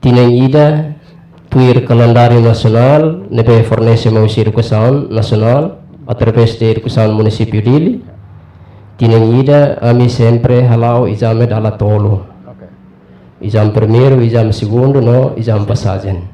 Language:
Tetum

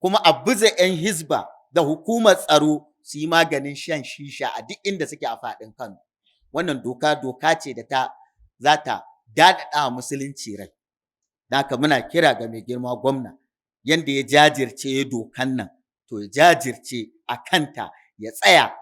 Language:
Hausa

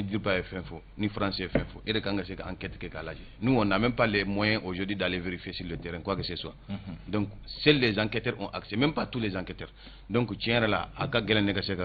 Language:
Bambara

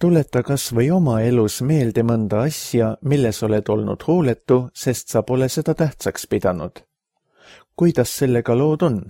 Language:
Estonian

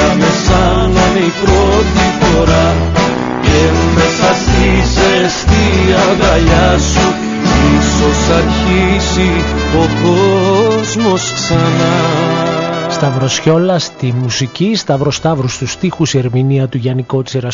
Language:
Greek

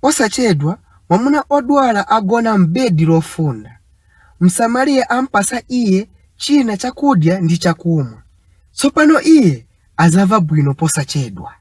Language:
Nyanja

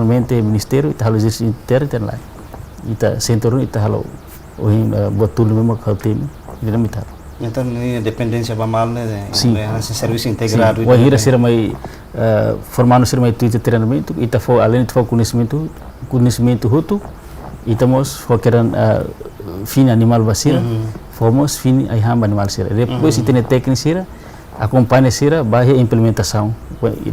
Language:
Tetum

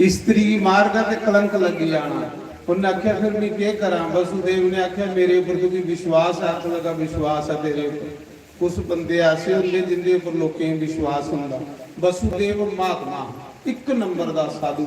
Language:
Dogri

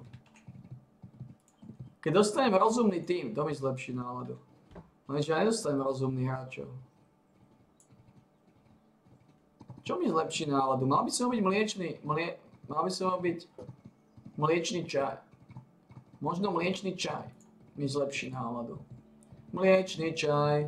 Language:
Slovak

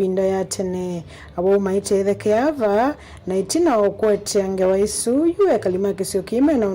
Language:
Kamba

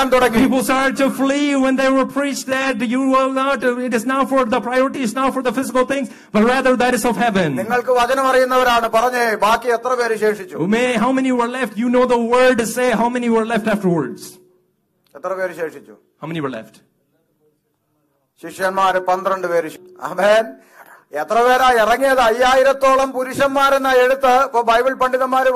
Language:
Malayalam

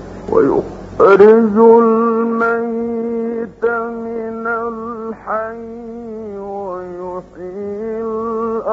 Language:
Arabic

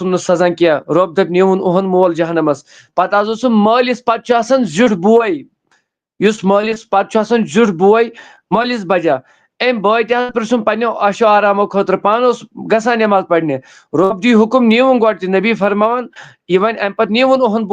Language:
Kashmiri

